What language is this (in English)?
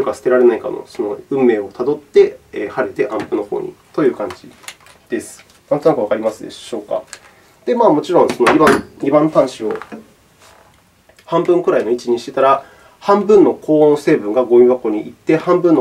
Japanese